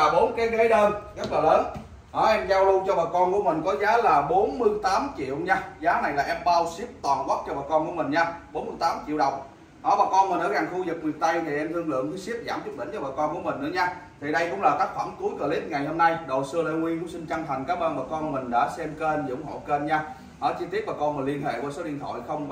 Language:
Vietnamese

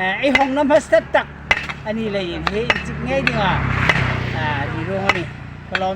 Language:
Hmar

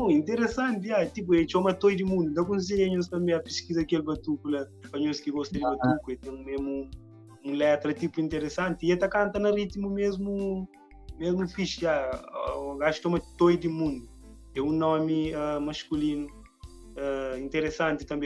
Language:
Kabuverdianu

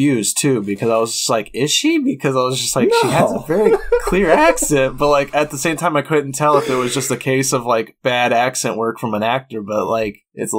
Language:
English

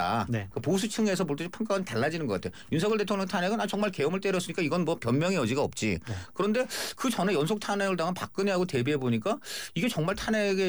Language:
Korean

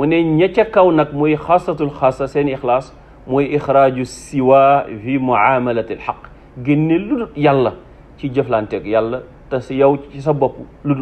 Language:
Wolof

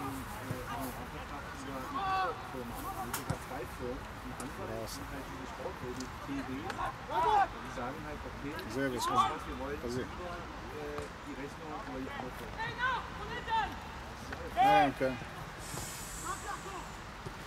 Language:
Bulgarian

